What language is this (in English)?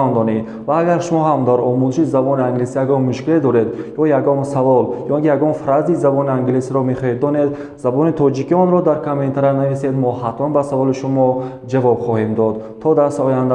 Tajik